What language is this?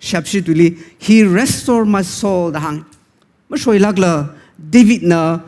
Tangkhul Naga (India)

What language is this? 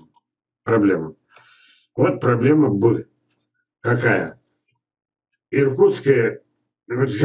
Russian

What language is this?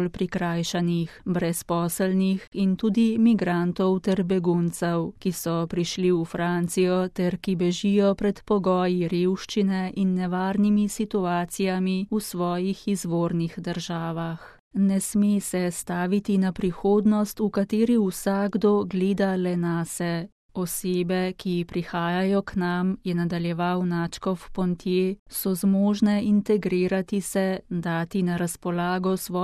Slovenian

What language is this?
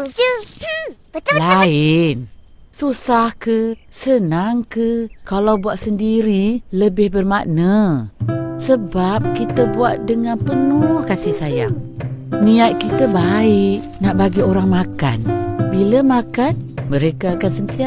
Malay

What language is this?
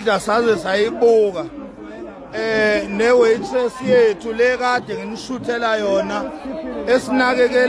Zulu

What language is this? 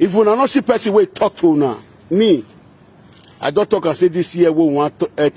Nigerian Pidgin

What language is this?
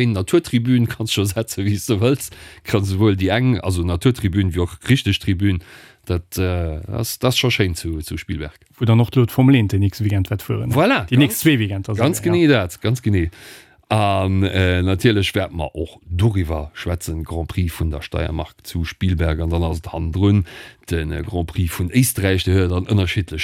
Luxembourgish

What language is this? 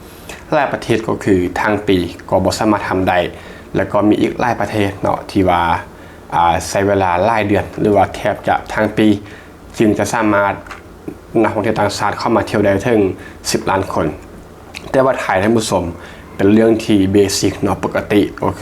Lao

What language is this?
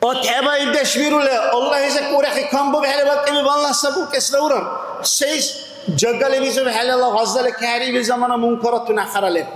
Dargwa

